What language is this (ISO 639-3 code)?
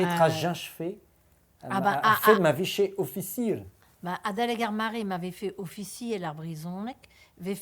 bre